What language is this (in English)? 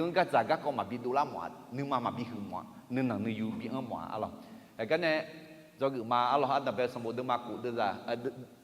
Akha